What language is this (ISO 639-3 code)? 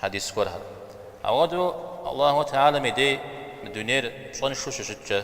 kbd